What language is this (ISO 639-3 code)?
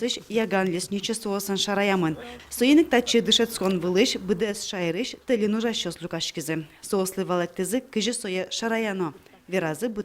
udm